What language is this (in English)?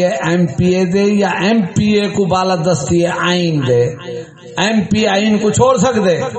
Saraiki